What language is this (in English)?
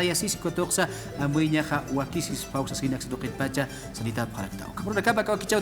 Aymara